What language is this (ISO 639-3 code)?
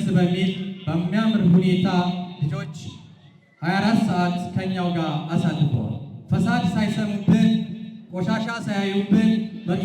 amh